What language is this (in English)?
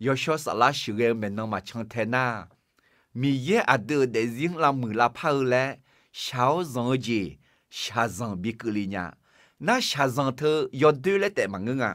Akha